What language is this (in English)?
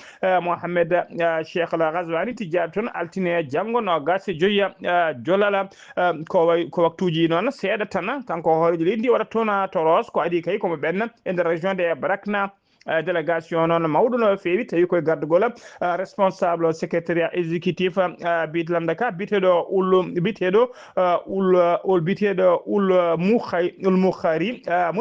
Fula